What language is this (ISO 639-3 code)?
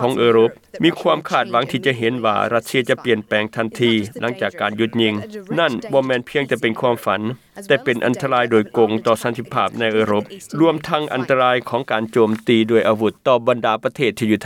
lao